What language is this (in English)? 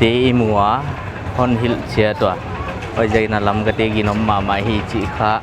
Paite Chin